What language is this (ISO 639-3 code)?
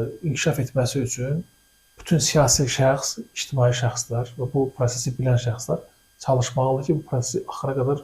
aze